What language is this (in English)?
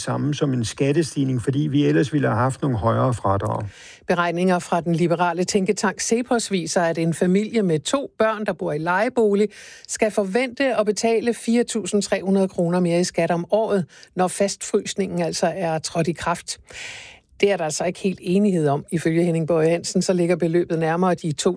Danish